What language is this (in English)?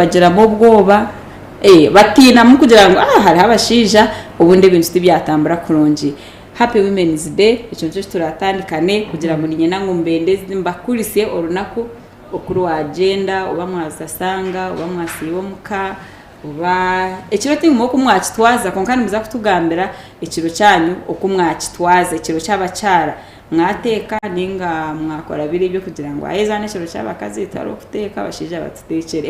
Nyankole